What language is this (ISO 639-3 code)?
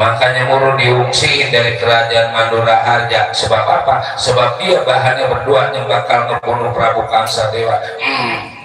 bew